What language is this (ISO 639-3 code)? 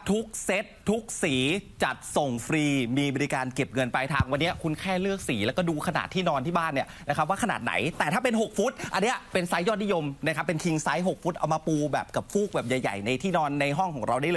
tha